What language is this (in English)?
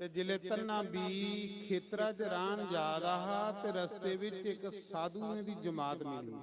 Dogri